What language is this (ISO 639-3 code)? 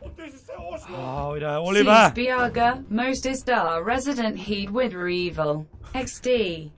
bar